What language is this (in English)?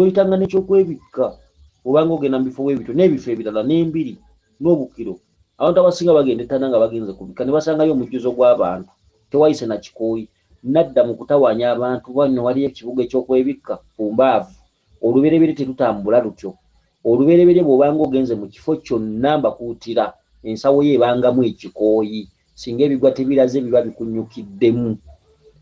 Ganda